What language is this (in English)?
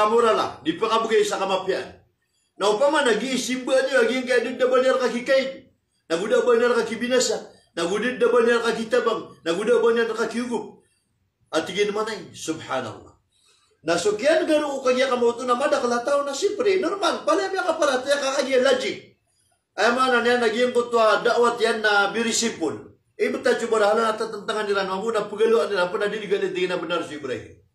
Maranao